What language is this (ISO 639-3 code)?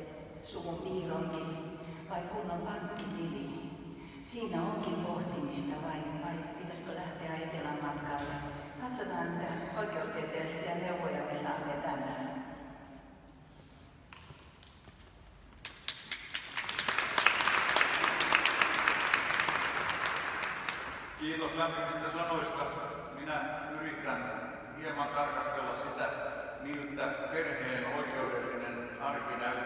fin